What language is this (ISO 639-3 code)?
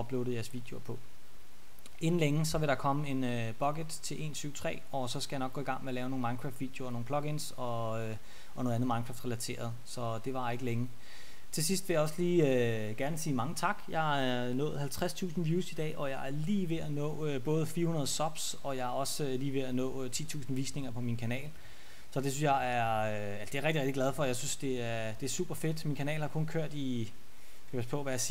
dan